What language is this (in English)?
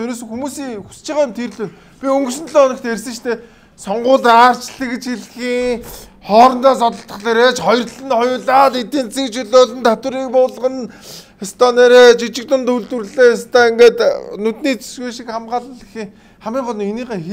Mongolian